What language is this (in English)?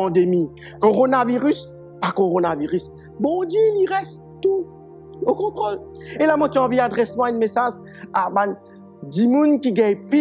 Morisyen